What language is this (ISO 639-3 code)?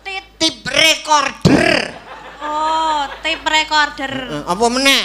jav